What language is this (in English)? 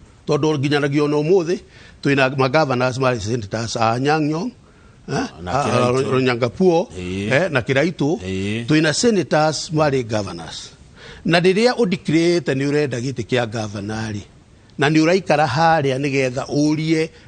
Kikuyu